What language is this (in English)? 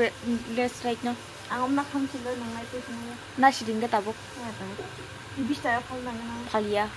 Kok Borok